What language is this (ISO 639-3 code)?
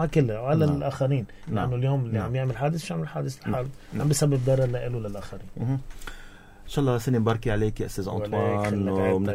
apc